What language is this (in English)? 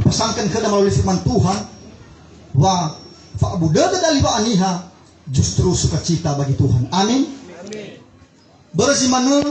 Nias